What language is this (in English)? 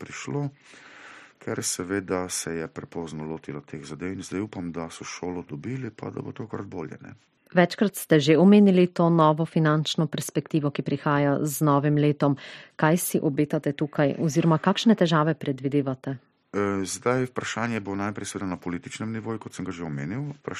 Slovenian